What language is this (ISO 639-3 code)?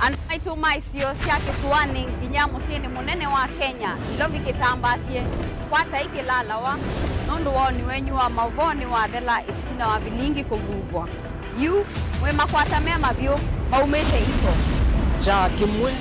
kam